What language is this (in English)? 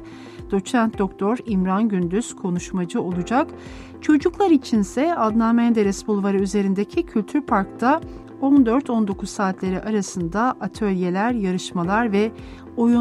Turkish